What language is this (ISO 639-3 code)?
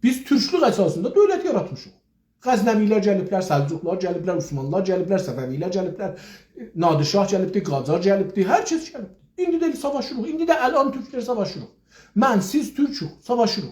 azb